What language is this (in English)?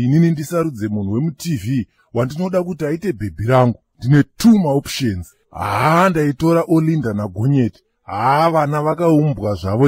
Shona